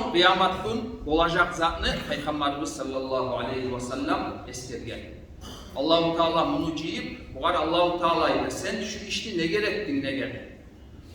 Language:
Kumyk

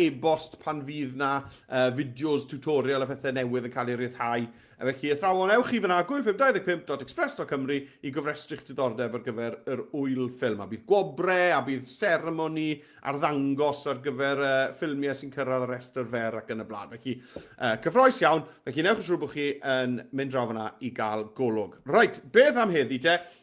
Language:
Welsh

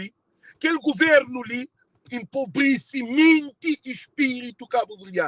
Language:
Kabuverdianu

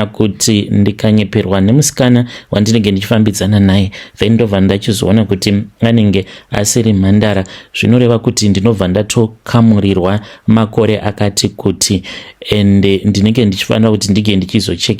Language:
Shona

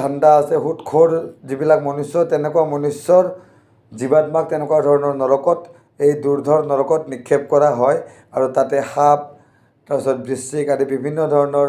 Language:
Assamese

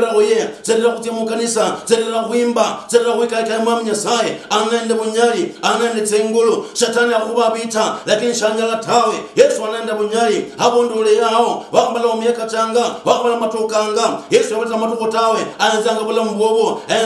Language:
Luyia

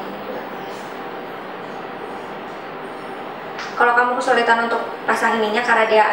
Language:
Indonesian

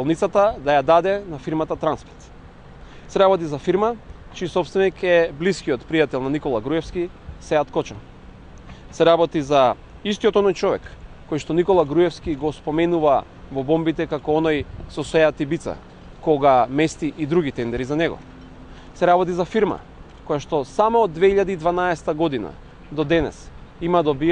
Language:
Macedonian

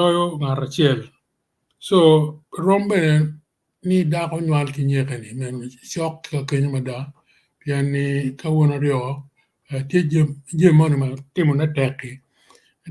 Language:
Acoli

